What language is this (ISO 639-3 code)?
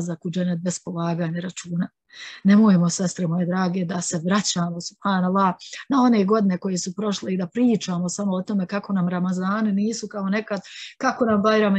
bos